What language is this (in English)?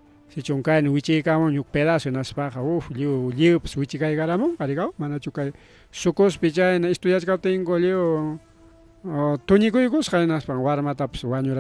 Ayacucho Quechua